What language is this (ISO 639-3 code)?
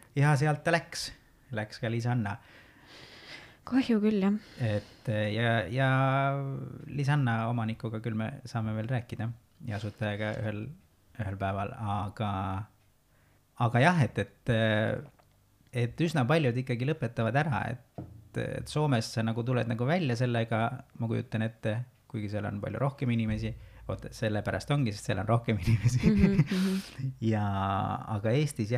est